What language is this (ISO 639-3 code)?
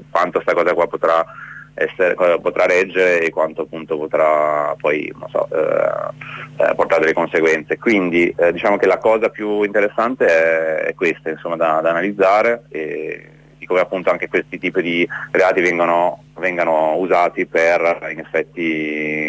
ita